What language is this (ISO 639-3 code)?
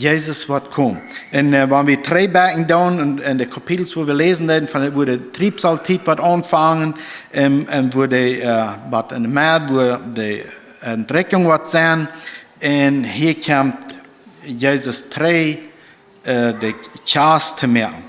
pdt